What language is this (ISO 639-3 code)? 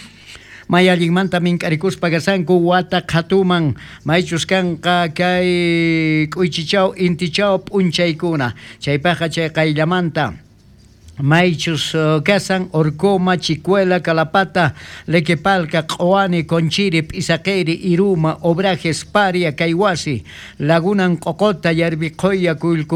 quh